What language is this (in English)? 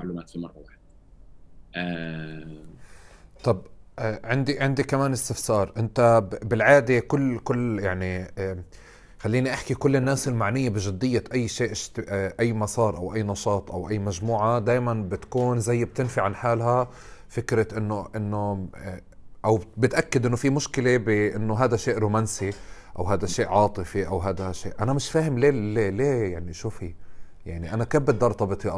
North Levantine Arabic